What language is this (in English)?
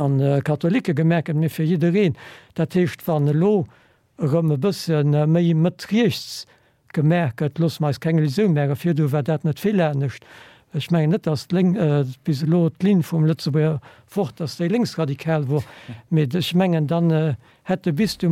Luxembourgish